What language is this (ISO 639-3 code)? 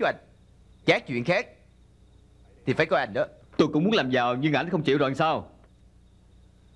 vie